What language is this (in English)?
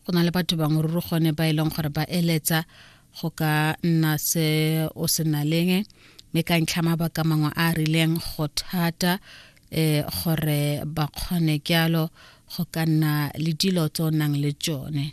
Tswana